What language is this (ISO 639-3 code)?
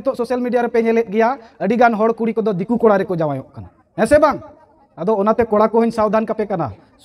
sat